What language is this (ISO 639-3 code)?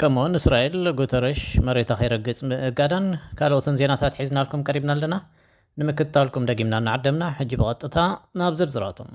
tir